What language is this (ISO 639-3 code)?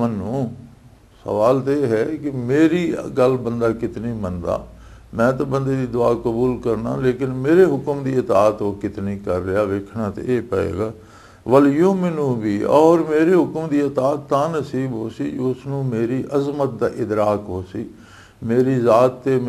lah